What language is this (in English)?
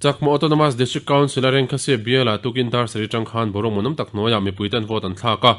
Mizo